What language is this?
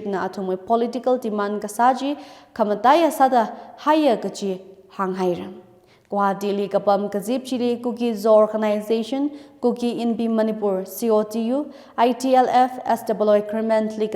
Tangkhul Naga (India)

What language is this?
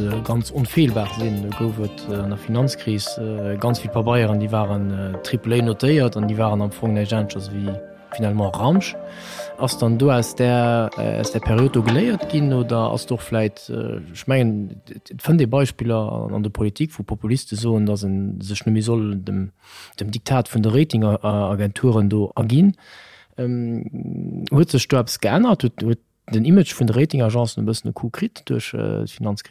Luxembourgish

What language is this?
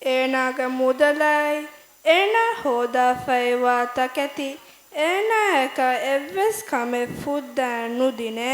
Divehi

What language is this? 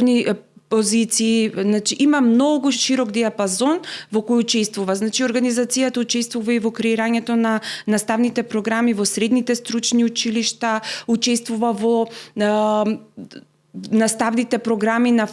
Macedonian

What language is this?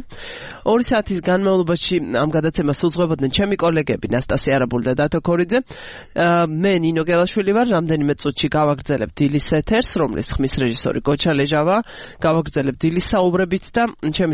Georgian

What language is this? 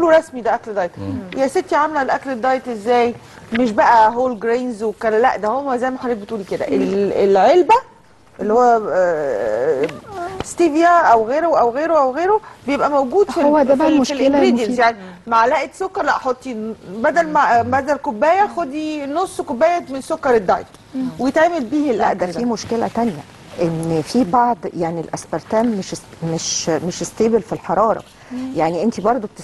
Egyptian Arabic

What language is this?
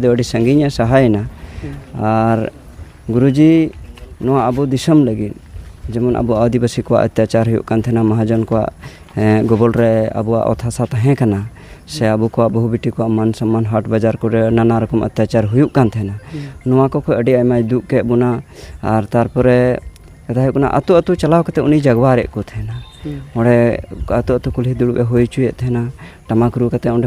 Santali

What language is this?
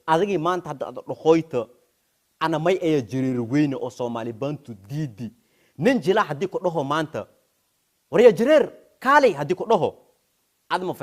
Somali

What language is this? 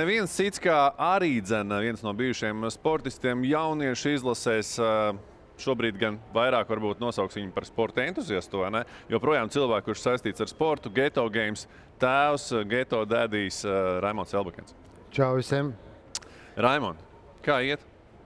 Latvian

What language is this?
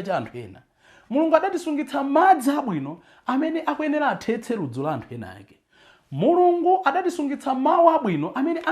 Nyanja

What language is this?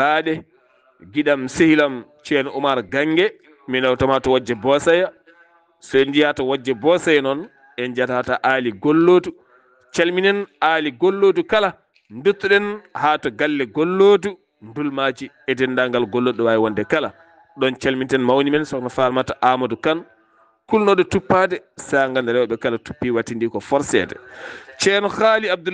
Fula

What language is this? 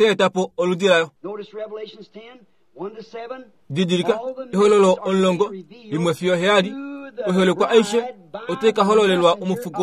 Kuanyama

